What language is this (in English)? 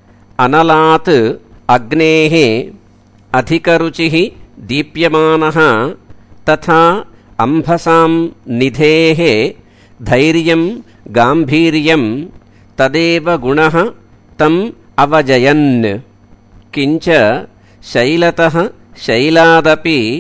Sanskrit